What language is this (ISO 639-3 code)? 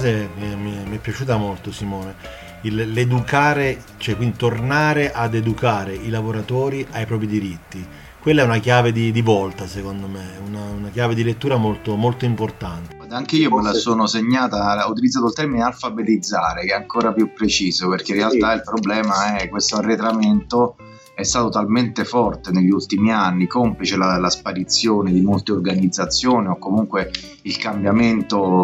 ita